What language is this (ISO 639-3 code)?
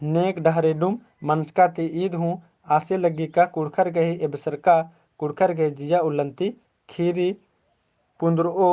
kru